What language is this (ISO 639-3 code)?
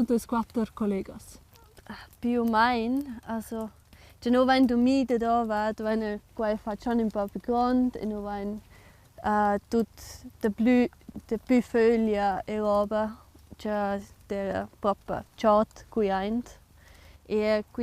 roh